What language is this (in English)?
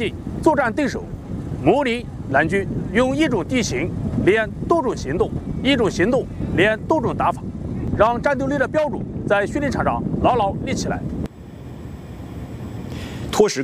Chinese